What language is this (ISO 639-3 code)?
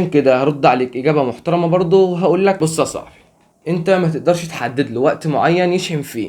arz